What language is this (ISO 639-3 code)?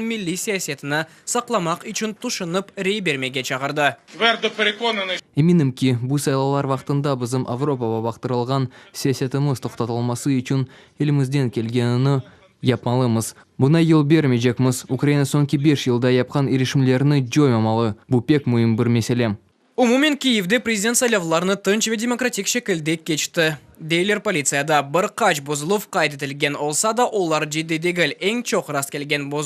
crh